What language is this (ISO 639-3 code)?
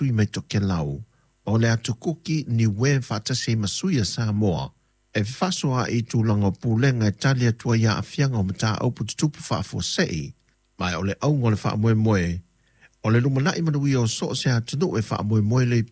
smo